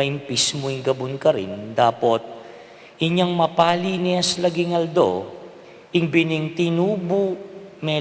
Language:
Pampanga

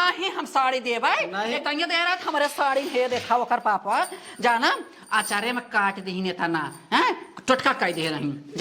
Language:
Awadhi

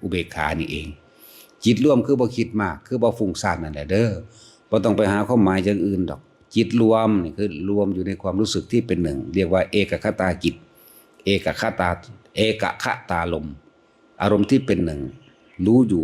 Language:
Northeastern Thai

